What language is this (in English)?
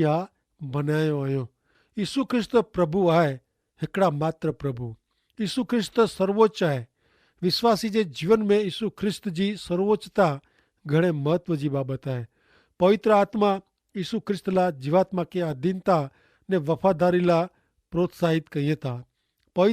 Kachhi